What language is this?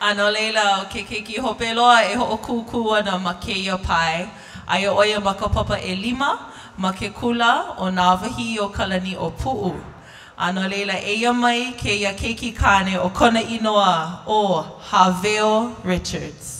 Hawaiian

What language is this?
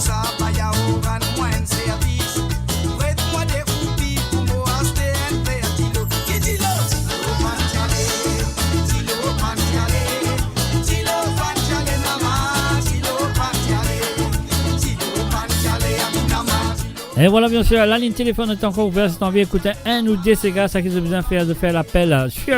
Morisyen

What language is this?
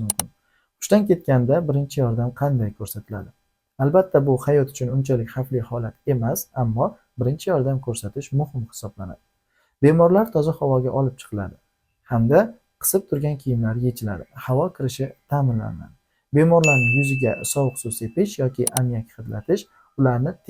Uzbek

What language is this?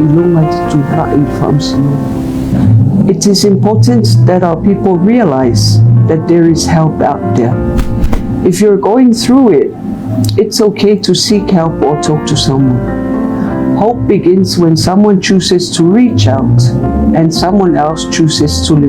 Samoan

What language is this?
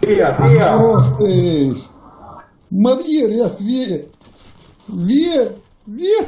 Chechen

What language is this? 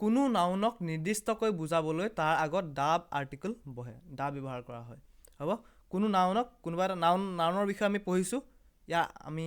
Assamese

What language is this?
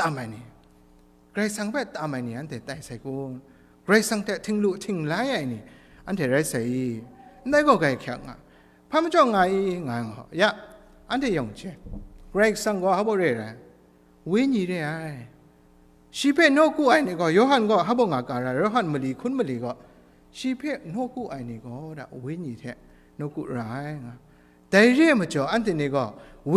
Kachin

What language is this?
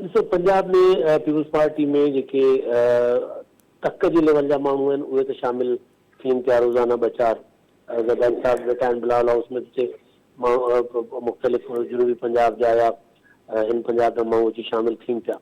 Sindhi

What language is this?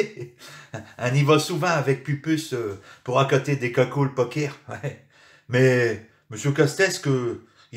Picard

